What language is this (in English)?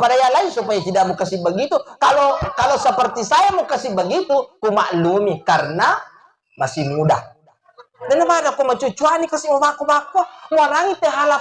Buginese